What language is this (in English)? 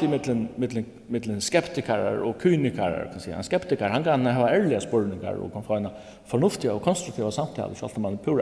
Faroese